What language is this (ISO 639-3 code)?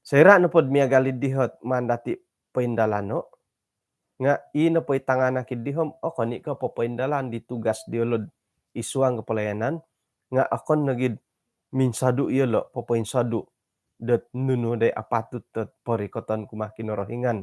dtp